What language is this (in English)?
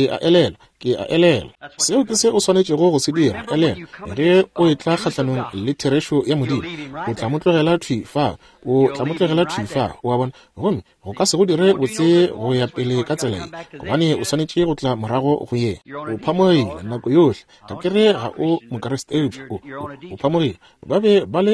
Northern Sotho